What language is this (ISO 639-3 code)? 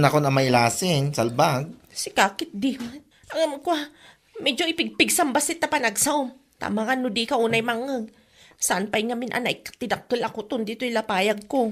ilo